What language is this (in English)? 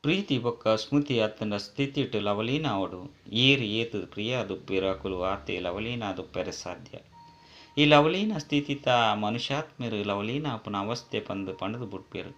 Tulu